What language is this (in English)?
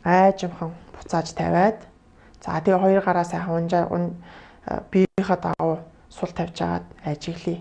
Mongolian